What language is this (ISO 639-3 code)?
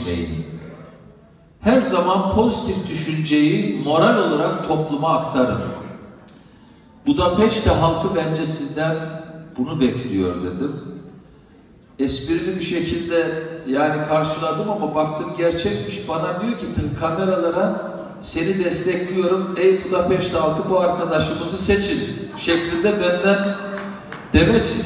tur